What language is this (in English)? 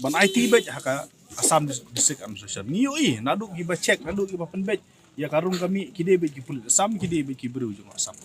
Khasi